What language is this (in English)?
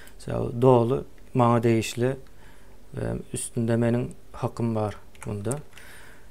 Turkmen